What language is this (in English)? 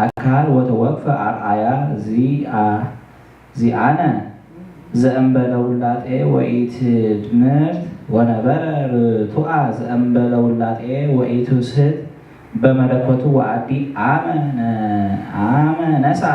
Geez